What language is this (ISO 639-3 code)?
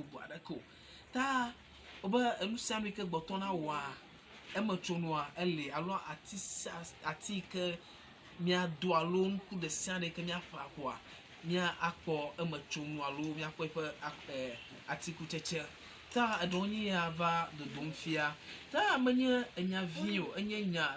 ewe